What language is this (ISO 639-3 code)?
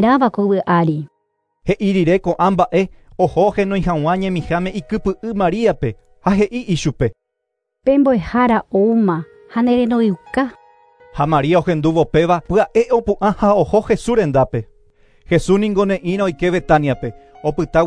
grn